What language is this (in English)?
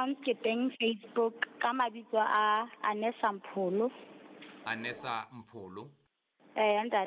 Southern Sotho